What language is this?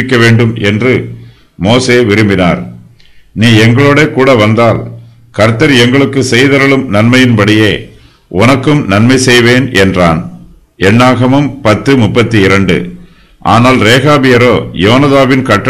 Tamil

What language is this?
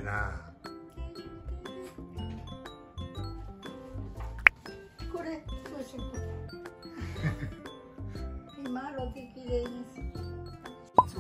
Japanese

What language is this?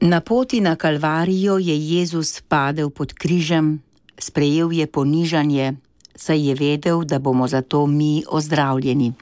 Slovenian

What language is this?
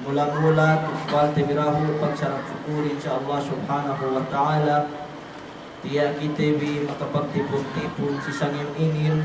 Yakan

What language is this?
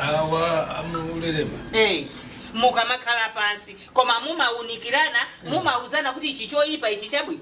Nyanja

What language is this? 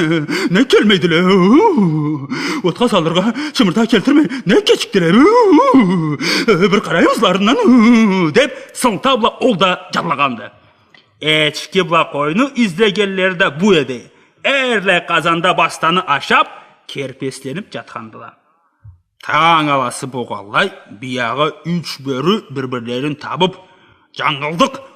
Karachay-Balkar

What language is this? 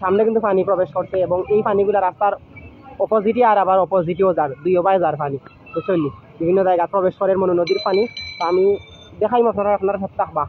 Sylheti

